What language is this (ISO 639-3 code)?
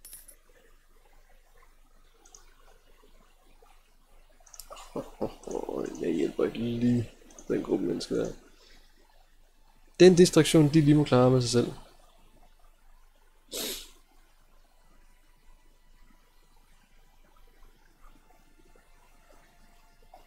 dan